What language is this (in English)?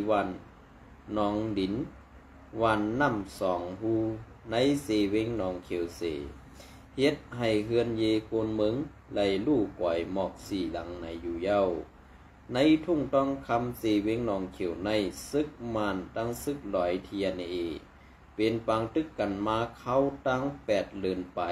Shan